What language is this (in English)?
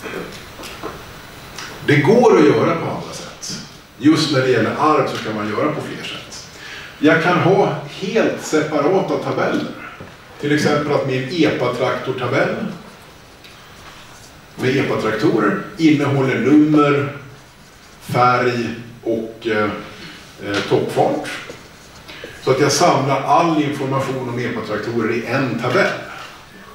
Swedish